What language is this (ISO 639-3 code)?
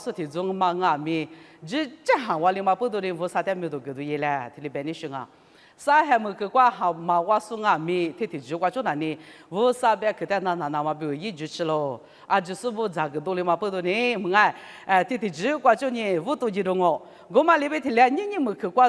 lis